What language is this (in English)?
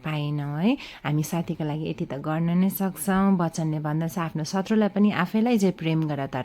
Nepali